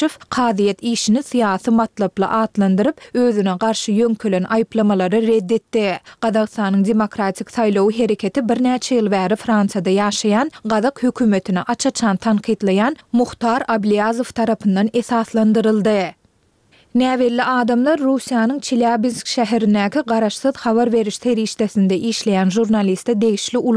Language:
Turkmen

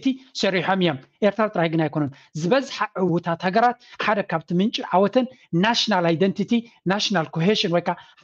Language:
Tigrinya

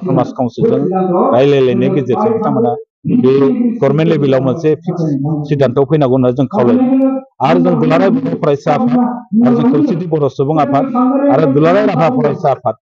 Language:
Bodo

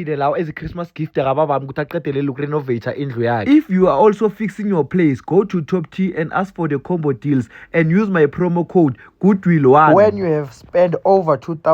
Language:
Zulu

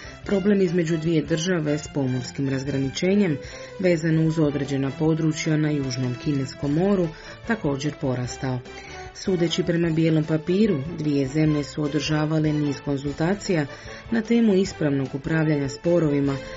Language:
Croatian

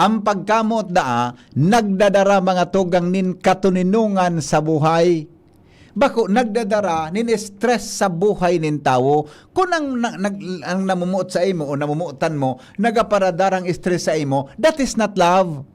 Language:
Bikol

